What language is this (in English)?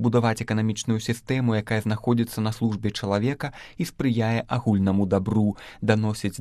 Belarusian